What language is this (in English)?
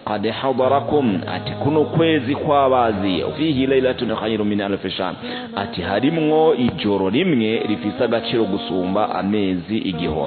Rundi